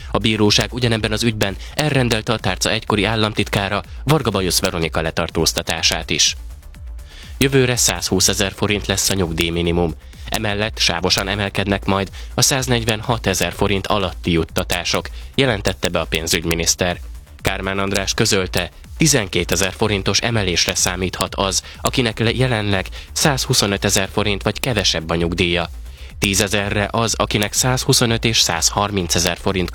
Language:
Hungarian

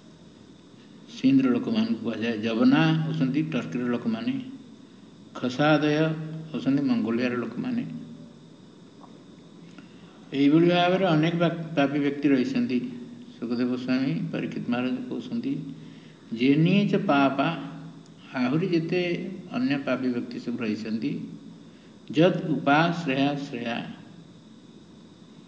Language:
Odia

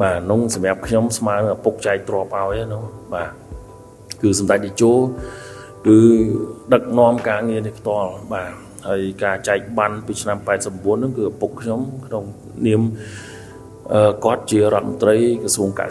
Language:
Khmer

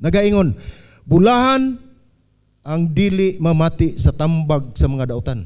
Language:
Cebuano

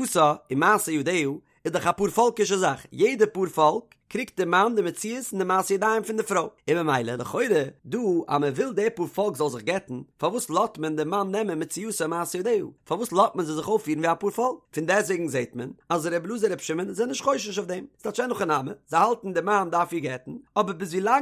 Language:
Yiddish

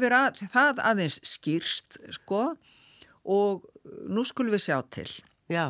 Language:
Icelandic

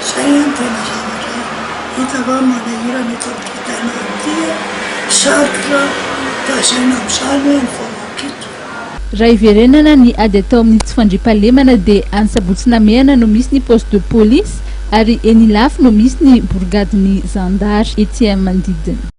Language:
Malagasy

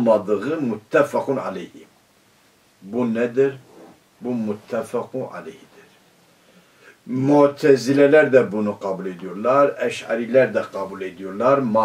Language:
Turkish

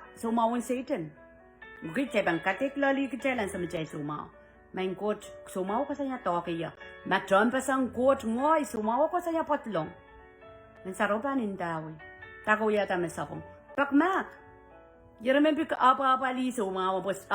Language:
Pohnpeian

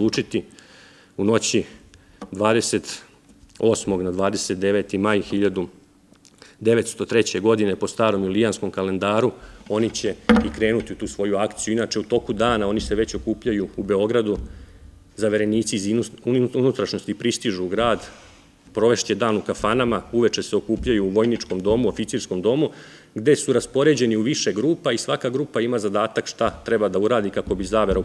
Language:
Serbian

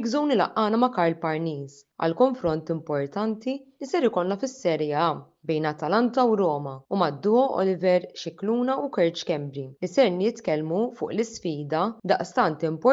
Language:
Maltese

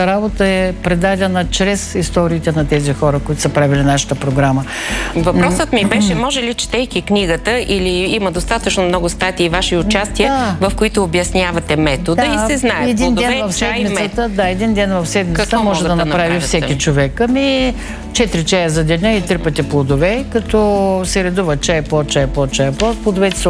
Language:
Bulgarian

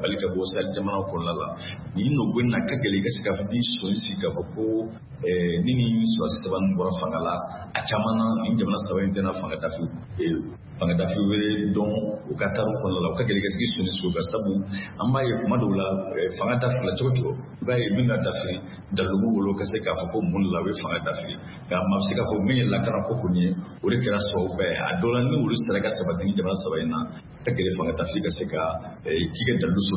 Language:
Bambara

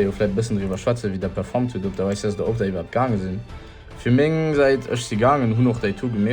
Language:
Luxembourgish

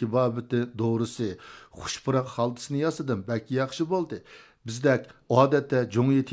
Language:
Uyghur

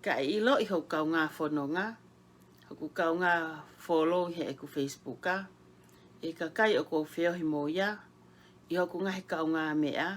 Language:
Tongan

